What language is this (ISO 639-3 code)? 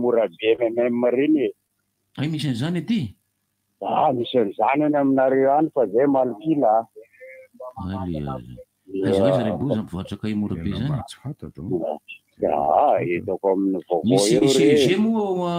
mlg